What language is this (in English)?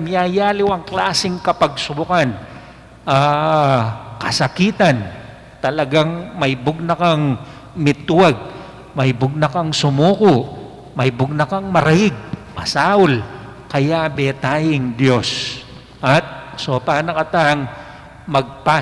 Pampanga